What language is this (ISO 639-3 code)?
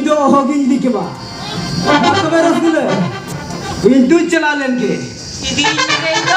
sat